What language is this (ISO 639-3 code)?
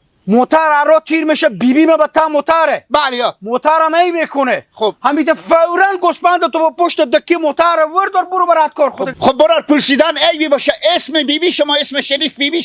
haz